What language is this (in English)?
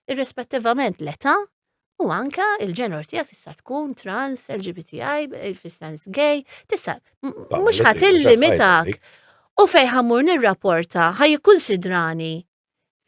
Maltese